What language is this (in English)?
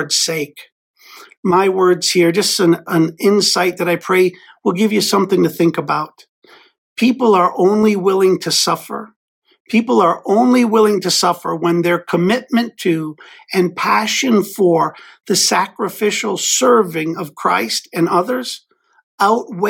English